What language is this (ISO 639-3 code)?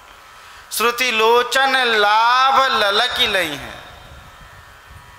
hin